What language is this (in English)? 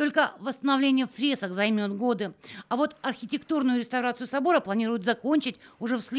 Russian